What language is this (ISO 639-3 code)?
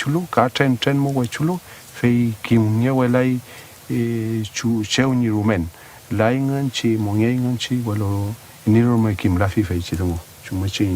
arn